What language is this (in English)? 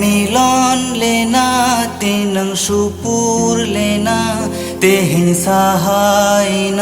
Santali